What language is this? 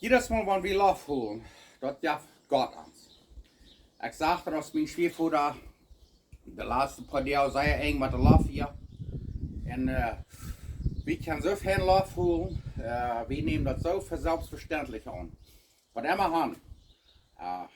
Plautdietsch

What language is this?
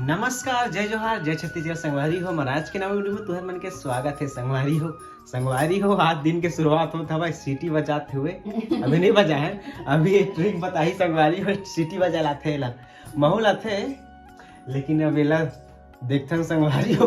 Chhattisgarhi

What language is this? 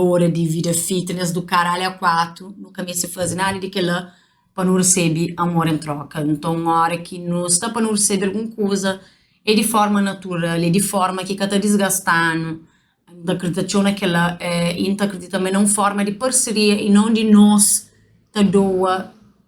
Kabuverdianu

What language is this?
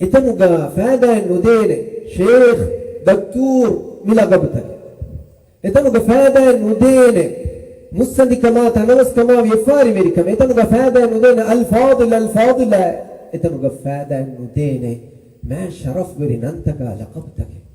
Divehi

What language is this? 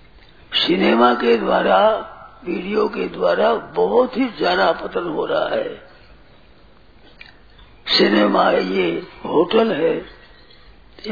Hindi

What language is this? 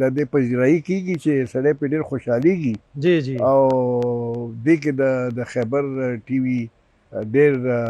Pashto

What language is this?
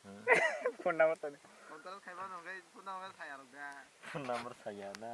Kok Borok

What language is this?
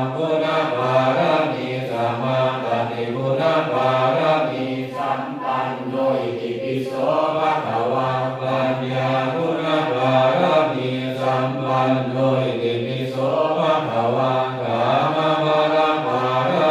Pali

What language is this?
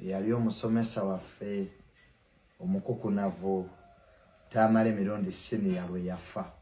Ganda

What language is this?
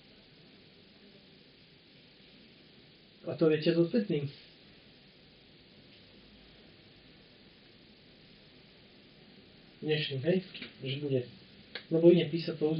Slovak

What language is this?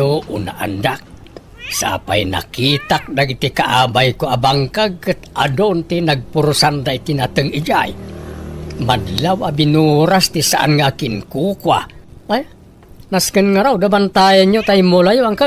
Iloko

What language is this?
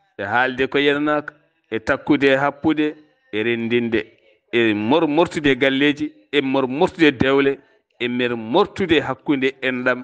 Fula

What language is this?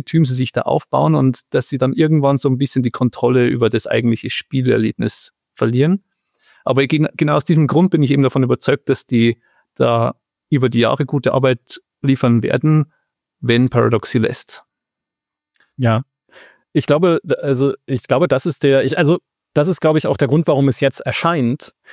German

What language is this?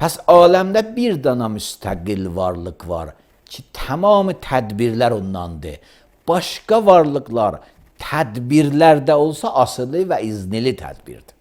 Azerbaijani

